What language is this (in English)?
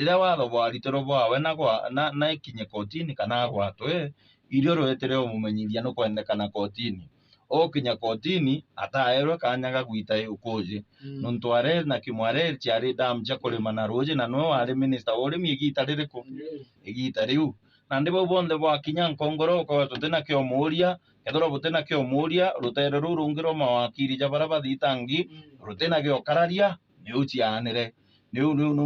Meru